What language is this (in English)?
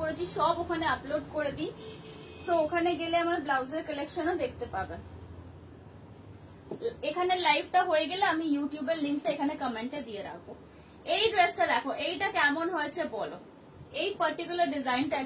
Bangla